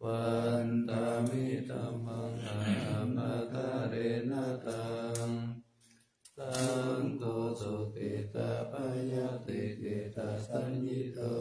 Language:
Pali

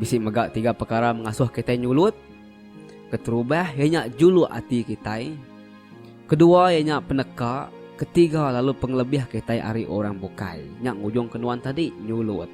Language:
Iban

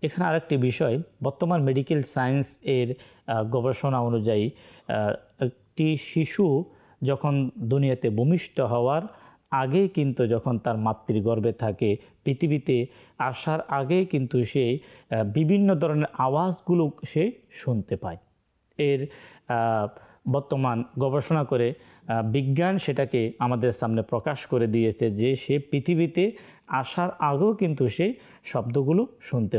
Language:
Bangla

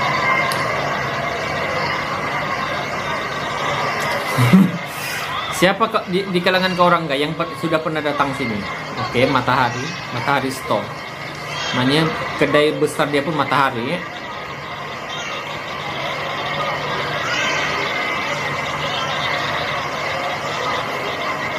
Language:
Malay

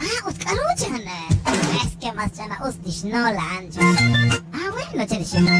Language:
Kekchí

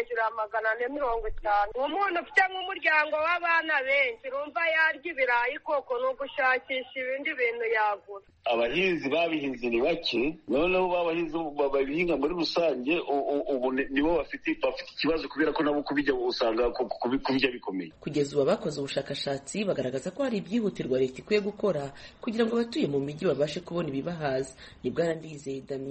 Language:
Kinyarwanda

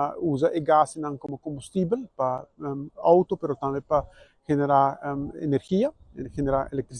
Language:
Papiamento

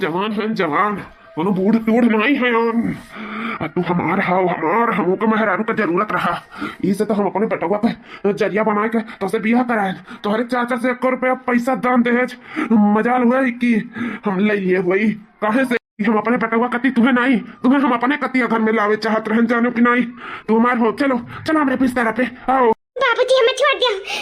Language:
Awadhi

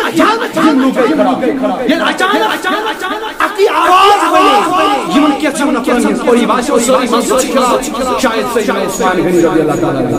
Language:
Kashmiri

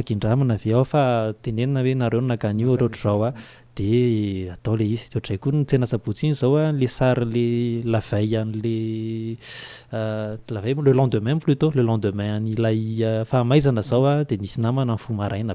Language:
Malagasy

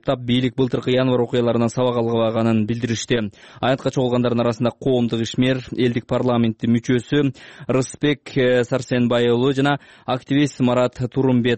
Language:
Kyrgyz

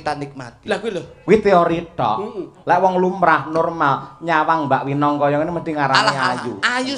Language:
Javanese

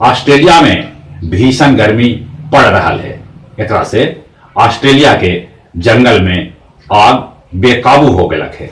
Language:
Magahi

